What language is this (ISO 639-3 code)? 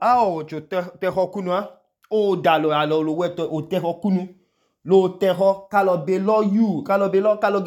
idu